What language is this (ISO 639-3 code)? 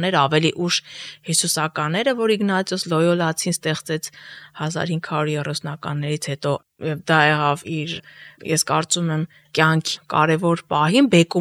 hye